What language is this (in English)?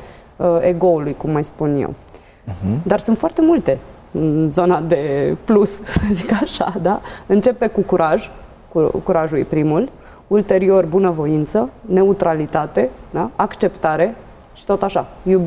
Romanian